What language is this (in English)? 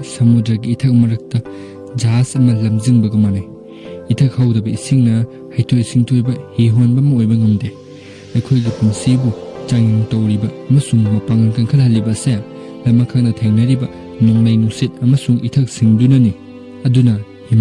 Manipuri